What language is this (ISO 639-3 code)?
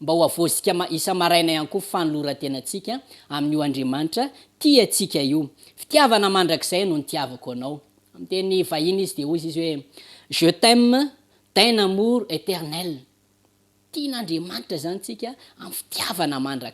mlg